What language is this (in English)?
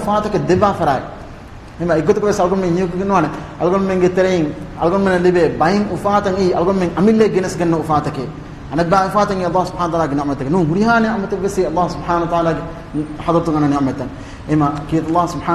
Divehi